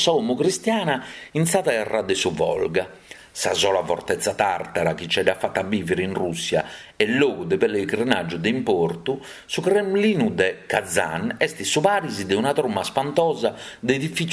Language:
Sardinian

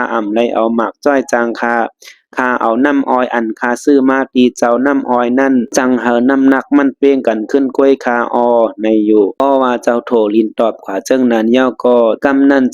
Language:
Shan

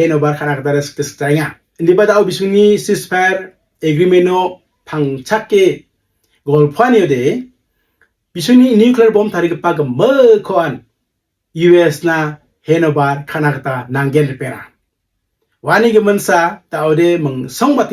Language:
Garo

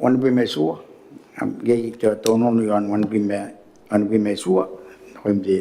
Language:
Gilbertese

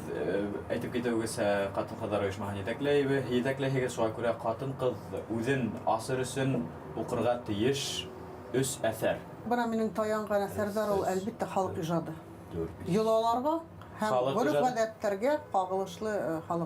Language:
Bashkir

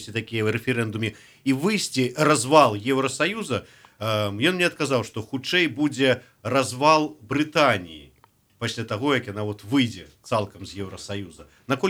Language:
Belarusian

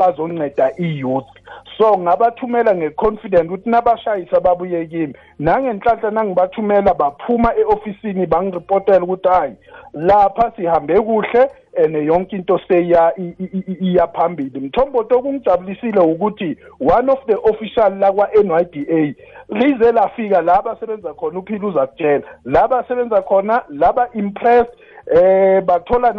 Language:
South Ndebele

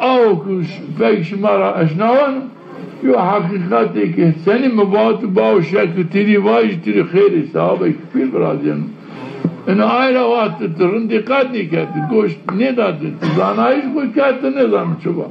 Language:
Zaza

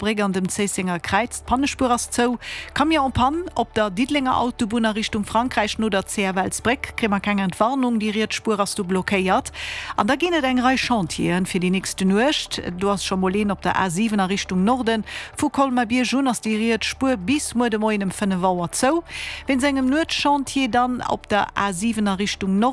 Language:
Luxembourgish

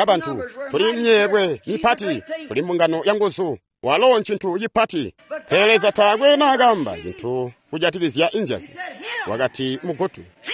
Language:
Tonga (Zambia)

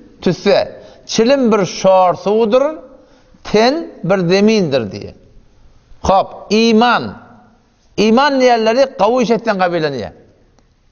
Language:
Turkmen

